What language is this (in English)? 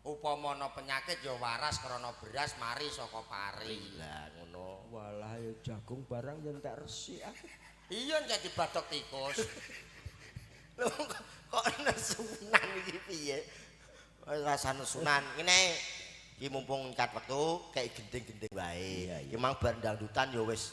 Javanese